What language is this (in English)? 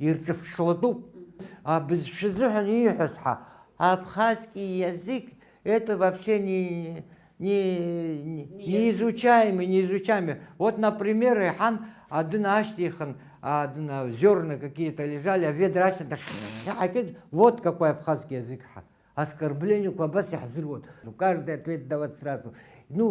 Abkhazian